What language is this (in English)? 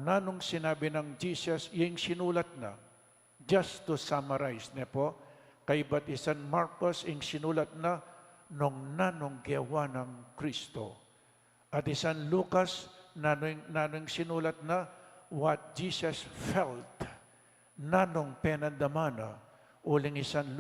Pampanga